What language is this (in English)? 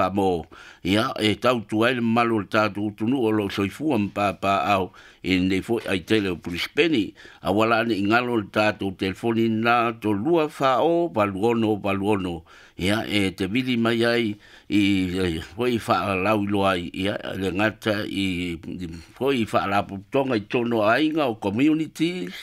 Samoan